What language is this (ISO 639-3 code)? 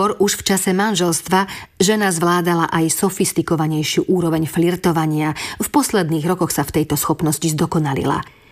slk